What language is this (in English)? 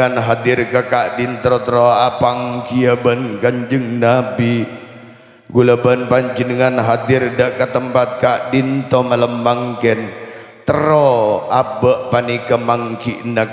Madurese